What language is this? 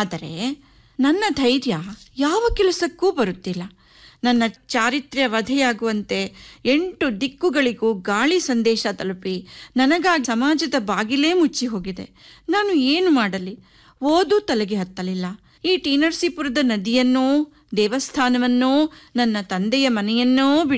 Kannada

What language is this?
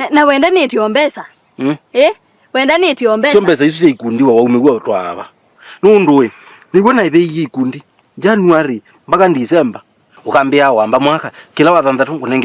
Kamba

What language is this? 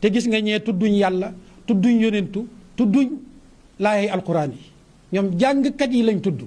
Wolof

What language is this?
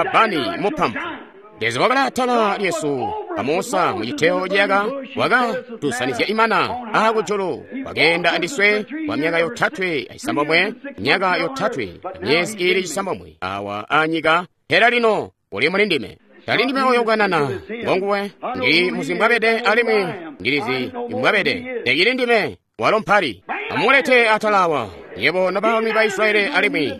Tonga (Zambia)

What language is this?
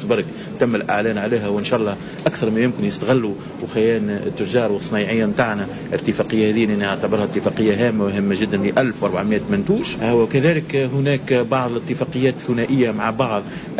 Tunisian Arabic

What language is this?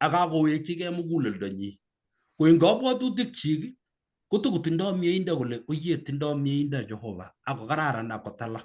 Kalenjin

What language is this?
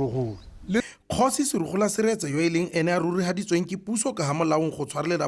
Tswana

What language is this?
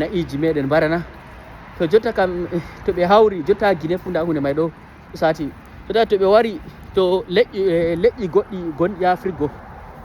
Fula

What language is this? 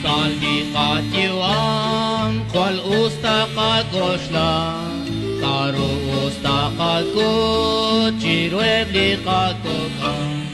Kekchí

